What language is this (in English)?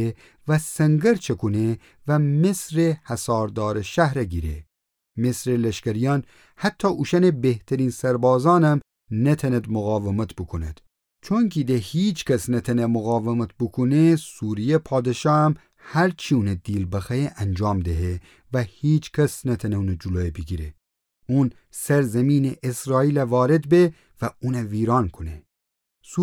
Gilaki